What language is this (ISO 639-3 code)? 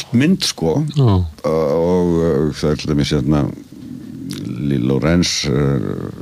isl